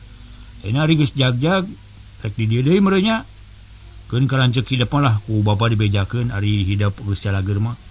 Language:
Sundanese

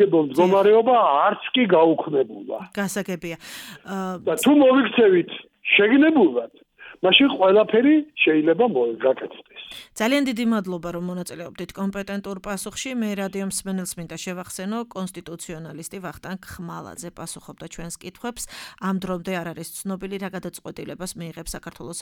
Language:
Georgian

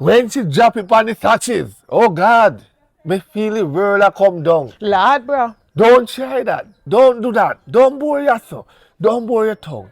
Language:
Jamaican Creole English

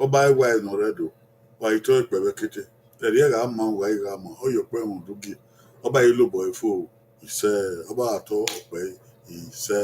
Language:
Bini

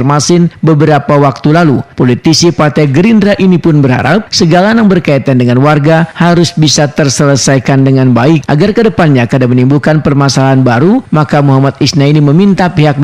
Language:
Banjar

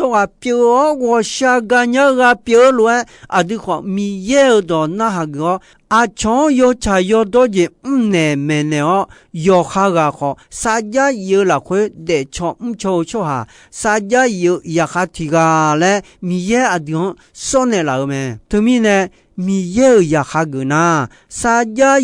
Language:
Akha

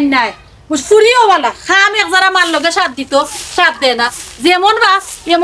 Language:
Sylheti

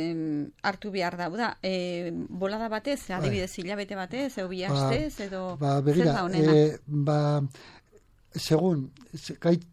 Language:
Basque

